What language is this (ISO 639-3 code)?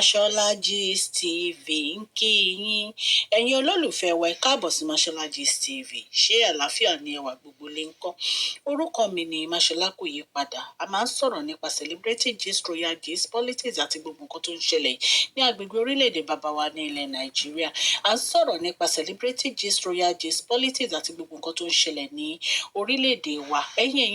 yor